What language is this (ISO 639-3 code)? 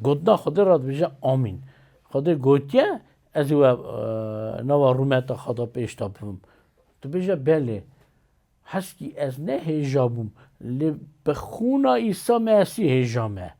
kur